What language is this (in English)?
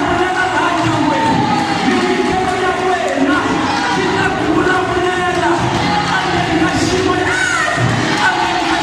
Tsonga